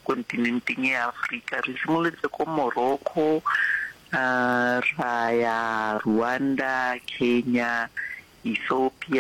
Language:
Northern Sotho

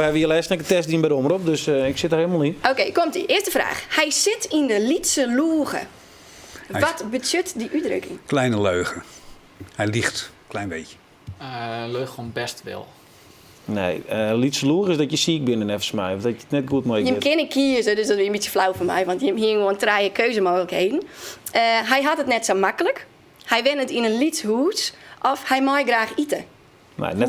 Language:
Western Frisian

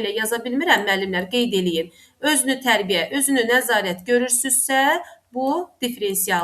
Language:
Azerbaijani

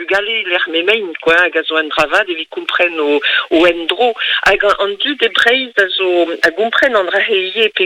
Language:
Breton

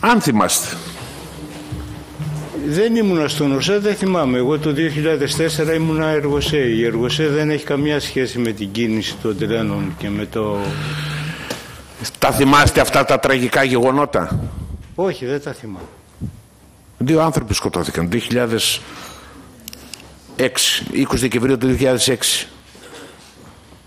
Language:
Greek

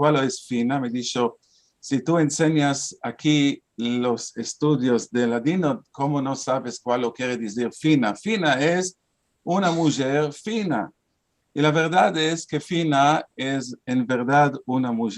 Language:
Ladino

